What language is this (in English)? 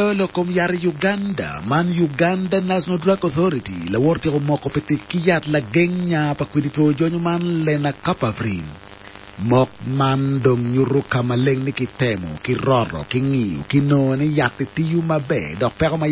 Acoli